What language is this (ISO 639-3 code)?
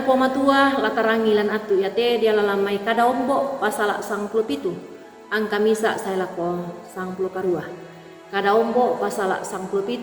sda